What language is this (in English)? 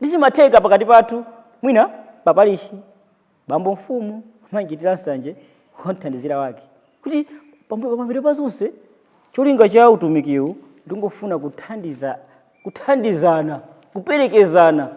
Nyanja